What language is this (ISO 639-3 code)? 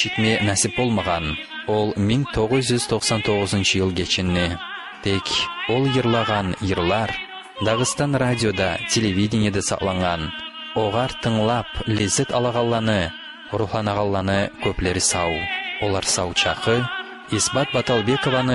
kum